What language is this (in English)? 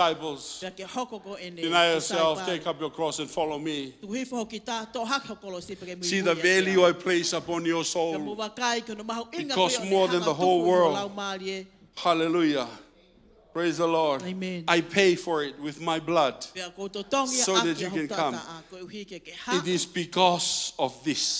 Tongan